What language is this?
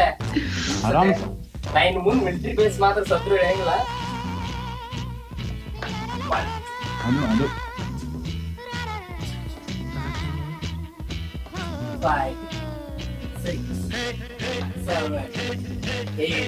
Kannada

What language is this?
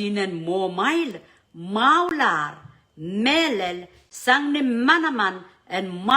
Pohnpeian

